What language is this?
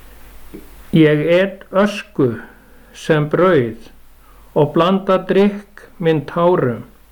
Icelandic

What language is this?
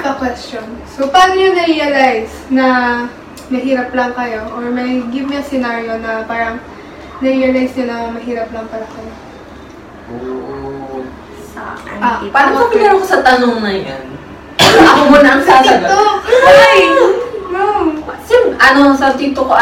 Filipino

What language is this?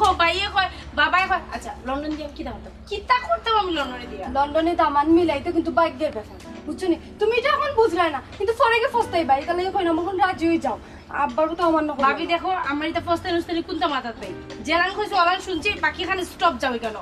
Sylheti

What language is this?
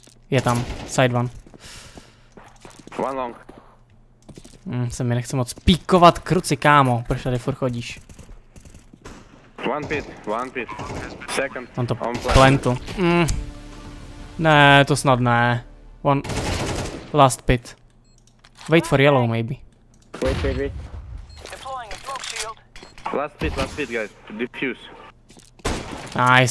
Czech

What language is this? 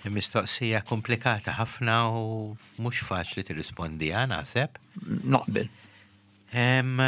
Maltese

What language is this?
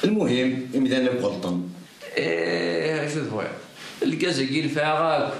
Kabyle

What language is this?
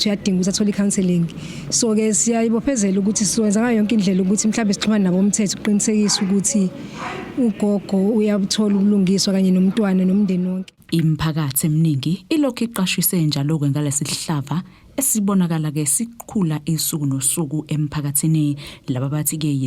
Zulu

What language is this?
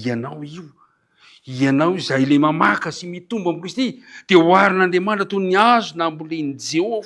Malagasy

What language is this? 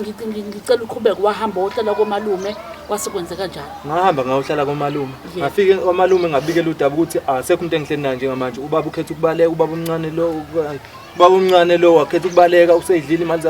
Zulu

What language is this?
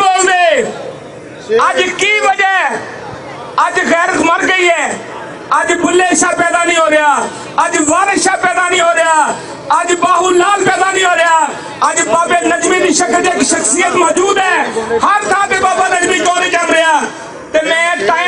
Western Panjabi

